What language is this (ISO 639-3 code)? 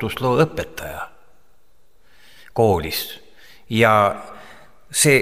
est